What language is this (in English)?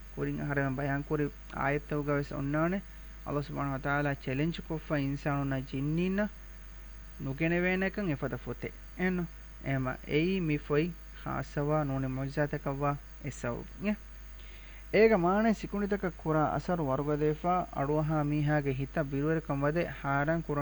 Divehi